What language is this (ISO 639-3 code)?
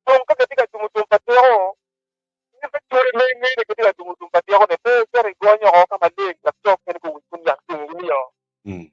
ach